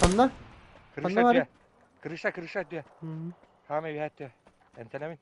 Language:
Yakut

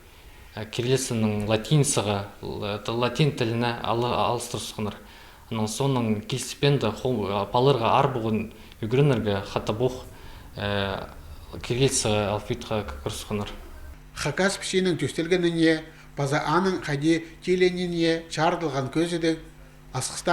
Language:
Khakas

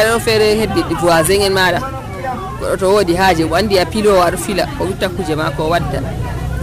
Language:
Nigerian Fulfulde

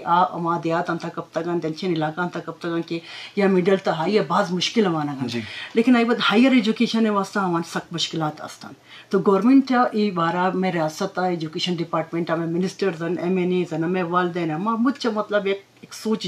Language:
Eastern Balochi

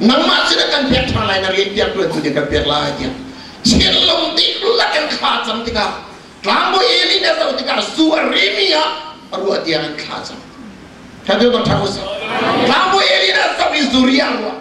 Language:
Hakha Chin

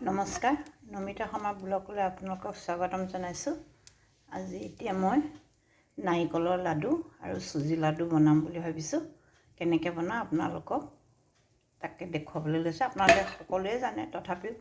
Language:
Assamese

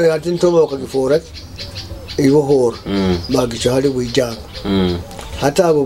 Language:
Nyoro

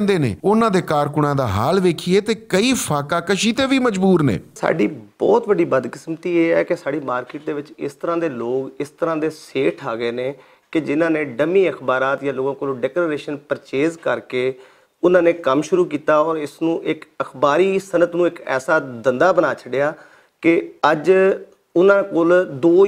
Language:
Western Panjabi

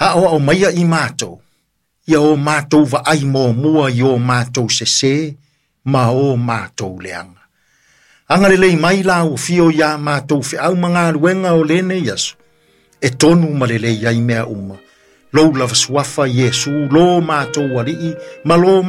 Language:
Samoan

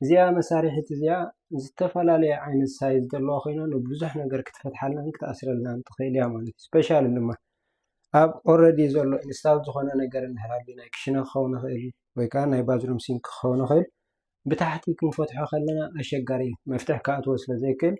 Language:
Tigrinya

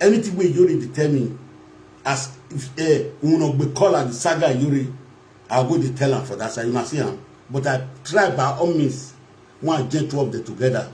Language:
Nigerian Pidgin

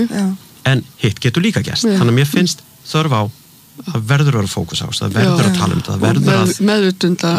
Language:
Icelandic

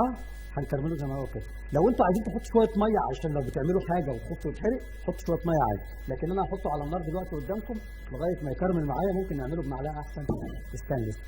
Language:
Egyptian Arabic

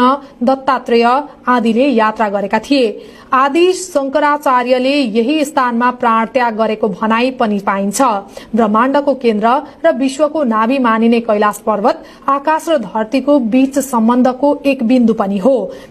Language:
Nepali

